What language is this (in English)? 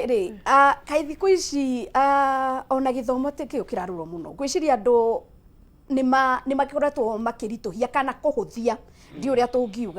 Kikuyu